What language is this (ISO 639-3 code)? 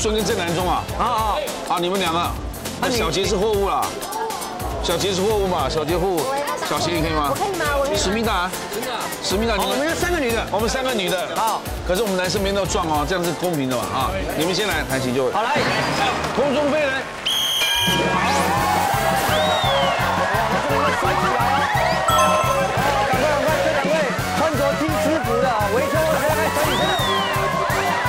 zho